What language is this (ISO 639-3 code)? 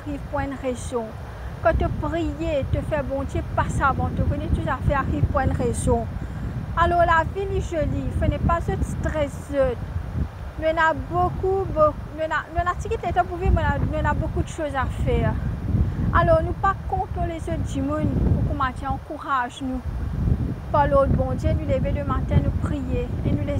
mfe